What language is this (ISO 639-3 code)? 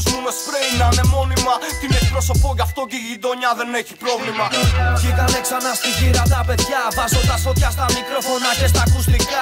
ell